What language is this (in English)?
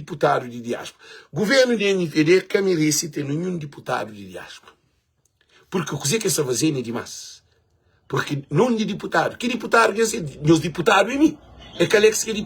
Kabuverdianu